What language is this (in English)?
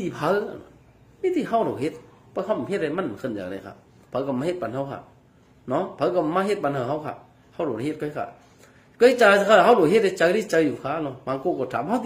Shan